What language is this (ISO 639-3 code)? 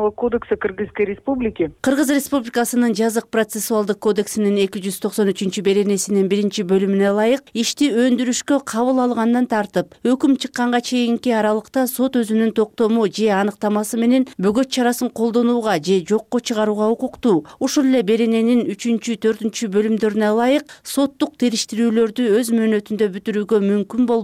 kir